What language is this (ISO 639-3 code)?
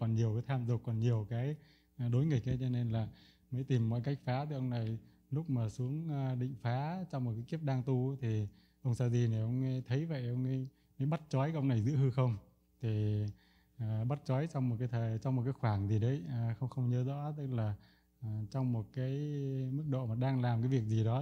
vie